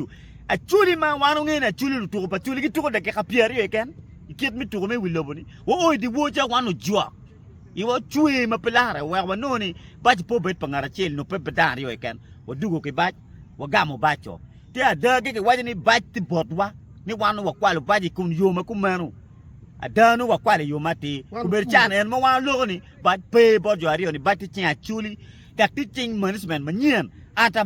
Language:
Acoli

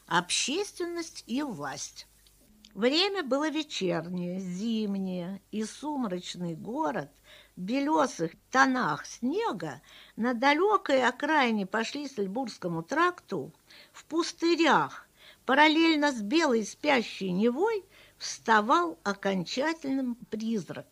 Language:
Russian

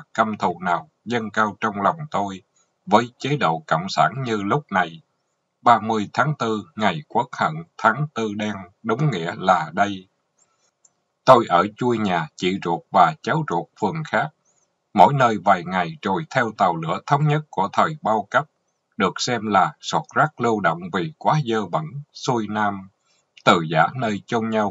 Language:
Vietnamese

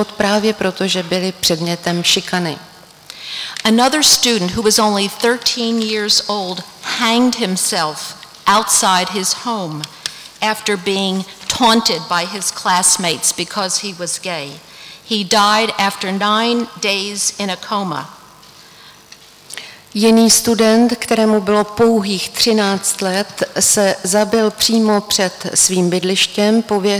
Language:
Czech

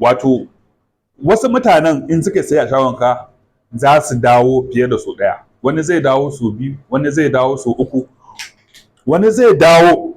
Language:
Hausa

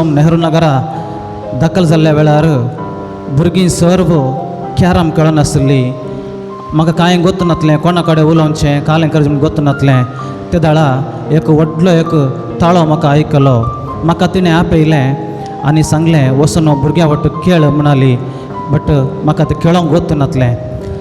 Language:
Konkani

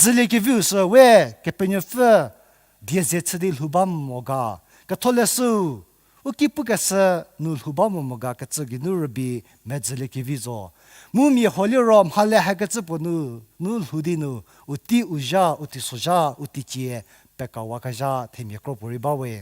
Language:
Angami Naga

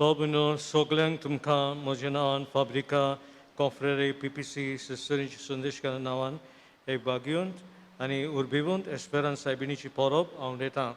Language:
Konkani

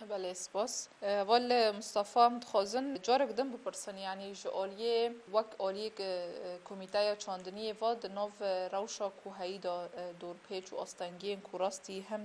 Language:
Kurdish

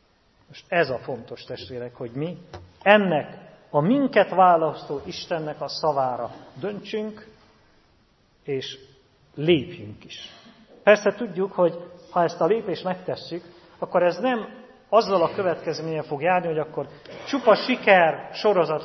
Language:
Hungarian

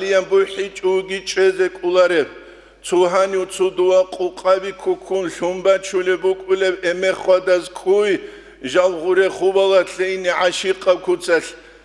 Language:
Avaric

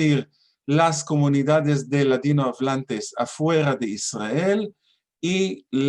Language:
Ladino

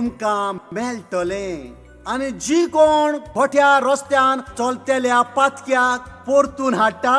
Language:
Konkani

